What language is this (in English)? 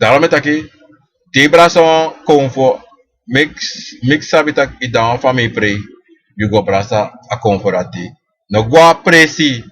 Sranan Tongo